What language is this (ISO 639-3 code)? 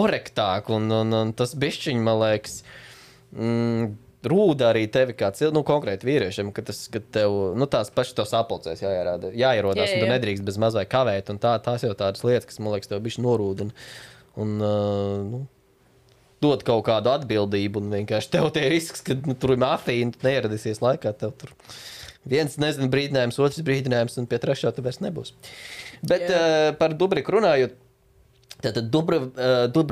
lav